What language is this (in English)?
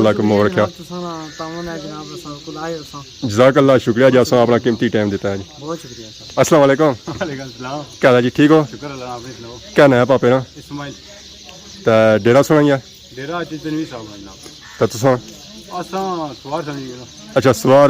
Pahari-Potwari